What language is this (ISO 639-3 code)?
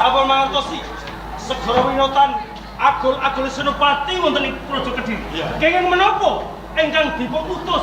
jav